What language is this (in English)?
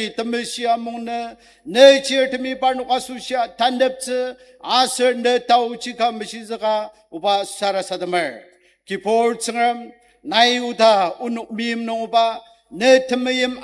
Ao Naga